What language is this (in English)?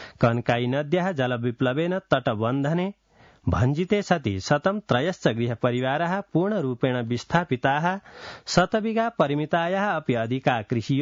Sanskrit